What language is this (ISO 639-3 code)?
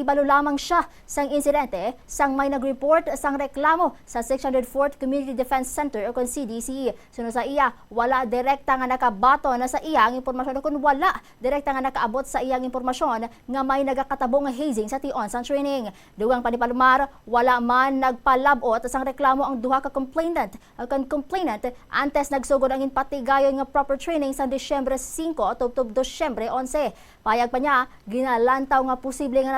hil